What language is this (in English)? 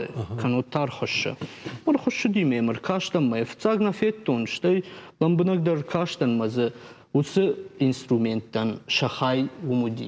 Ossetic